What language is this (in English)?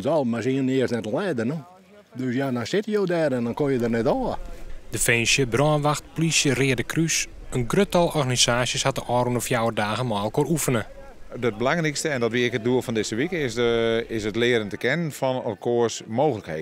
Western Frisian